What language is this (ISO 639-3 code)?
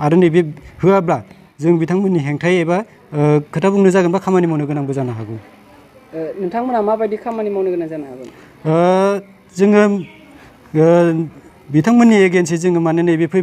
brx